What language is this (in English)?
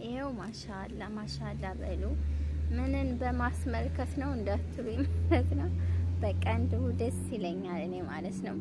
Amharic